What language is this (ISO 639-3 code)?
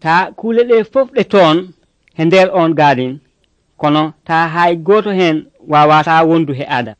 fuv